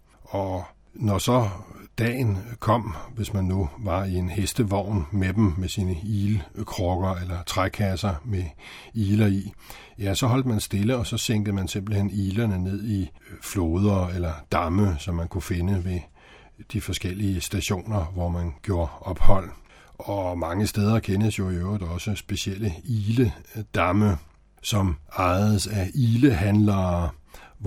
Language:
Danish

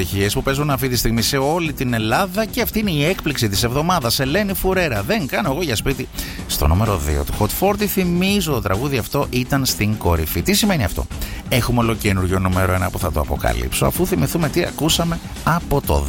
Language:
Greek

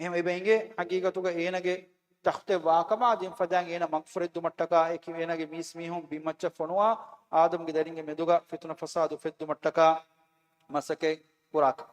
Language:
Divehi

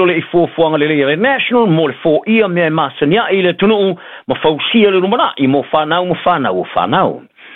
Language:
Samoan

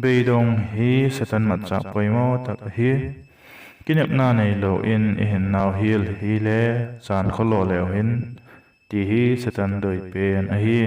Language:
Vaiphei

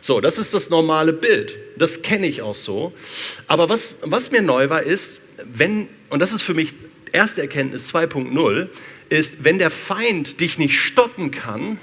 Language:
Swiss German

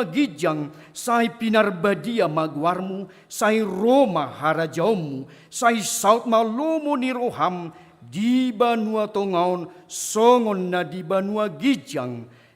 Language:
Batak Toba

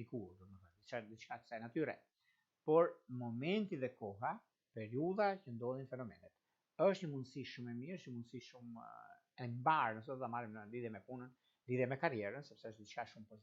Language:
Albanian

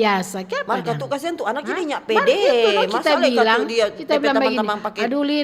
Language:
Manado Malay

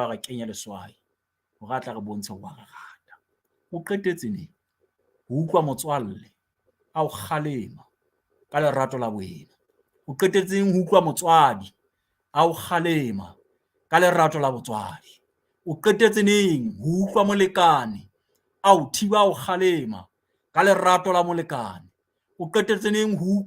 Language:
Southern Sotho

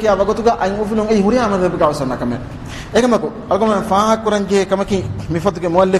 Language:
Divehi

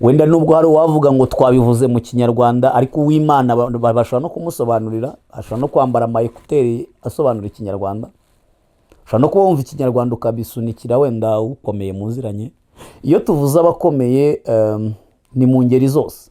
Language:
Kinyarwanda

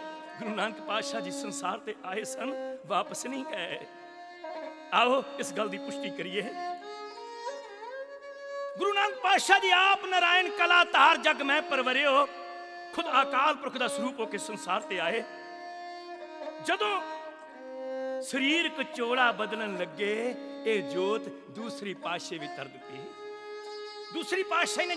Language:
Punjabi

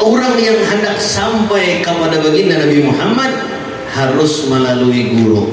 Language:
Banjar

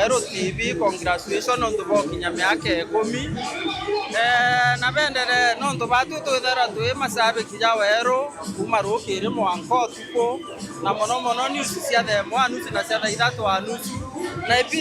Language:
Meru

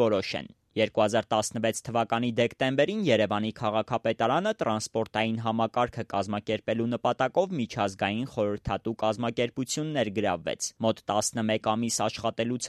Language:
Armenian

